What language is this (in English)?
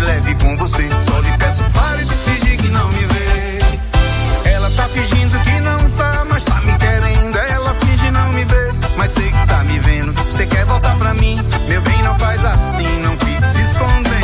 Portuguese